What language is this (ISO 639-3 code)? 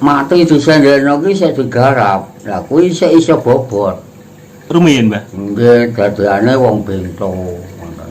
jav